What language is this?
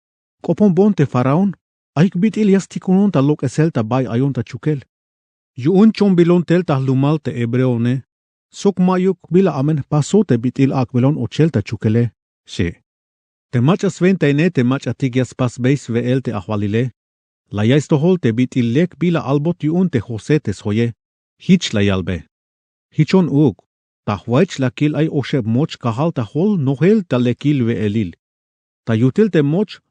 Tzeltal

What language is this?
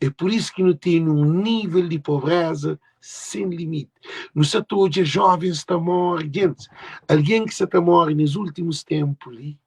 Kabuverdianu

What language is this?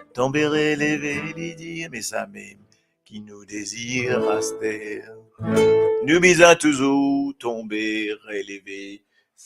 Morisyen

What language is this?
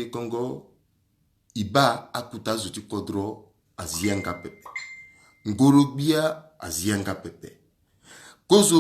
Sango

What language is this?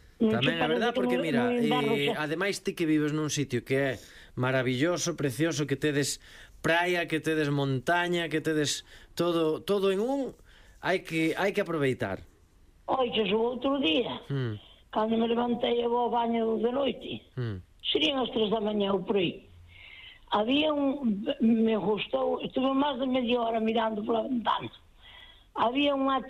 Galician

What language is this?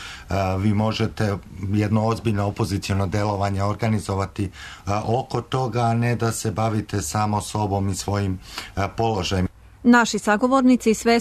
Serbian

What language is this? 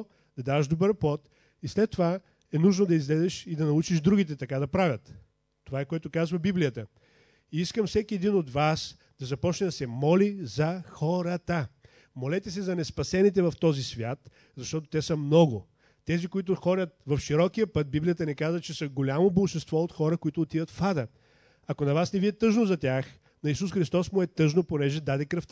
Bulgarian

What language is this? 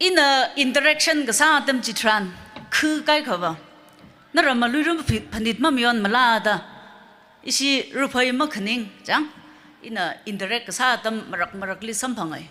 Tangkhul Naga (India)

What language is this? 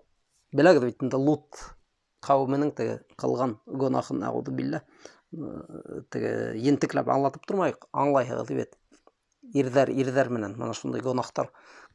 Bashkir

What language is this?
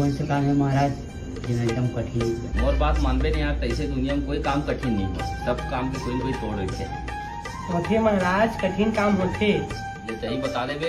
Chhattisgarhi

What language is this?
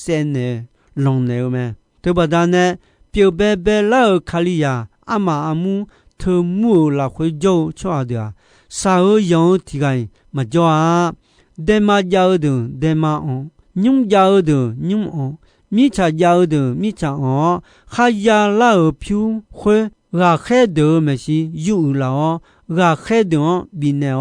Akha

